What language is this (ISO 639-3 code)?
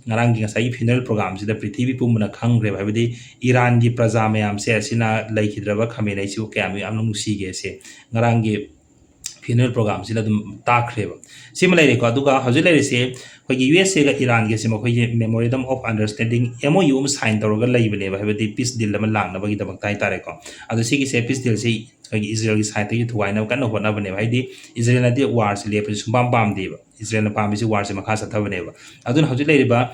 mni